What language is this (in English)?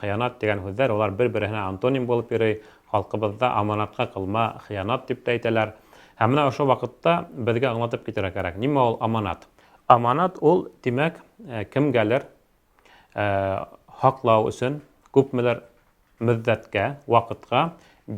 Bashkir